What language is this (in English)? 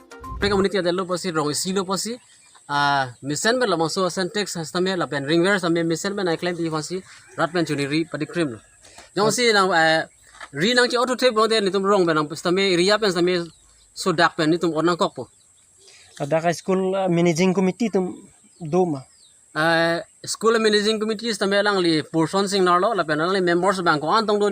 Karbi